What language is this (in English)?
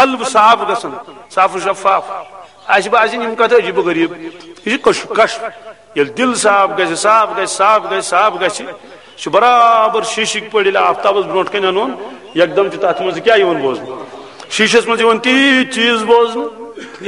Kashmiri